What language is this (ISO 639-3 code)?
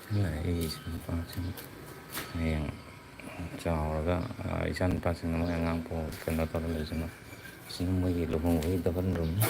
mni